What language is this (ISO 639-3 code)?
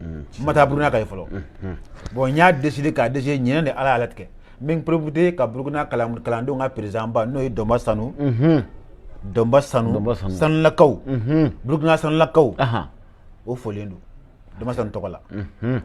bam